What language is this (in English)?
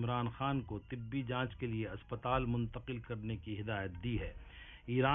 Urdu